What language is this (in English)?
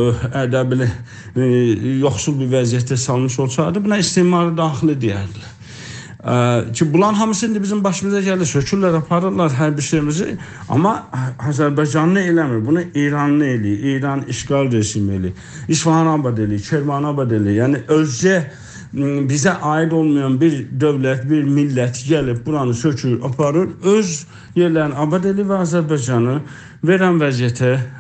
South Azerbaijani